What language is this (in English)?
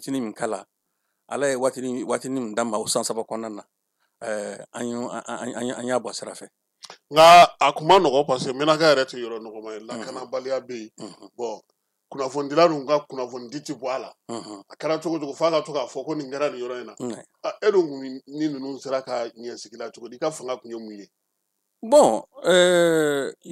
Bambara